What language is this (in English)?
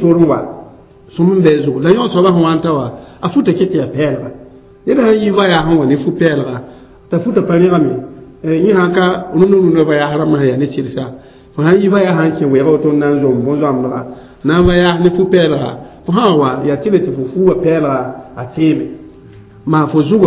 Mossi